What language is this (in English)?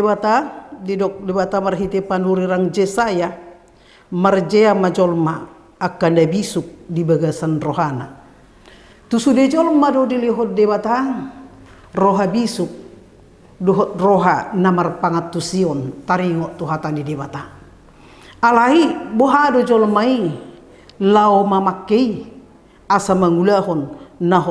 Batak Toba